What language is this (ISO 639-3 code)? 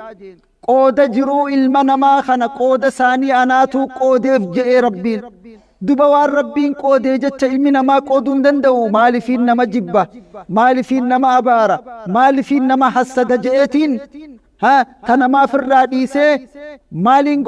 orm